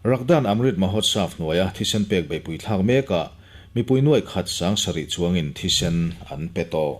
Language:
Mizo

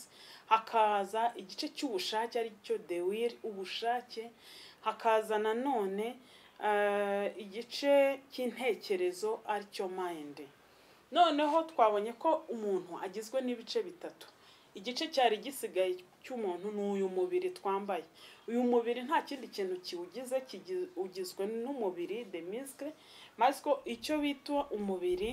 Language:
Kinyarwanda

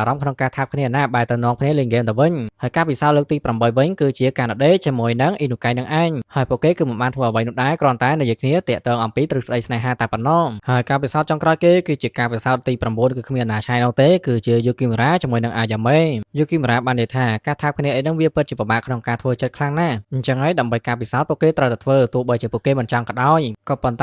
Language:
Khmer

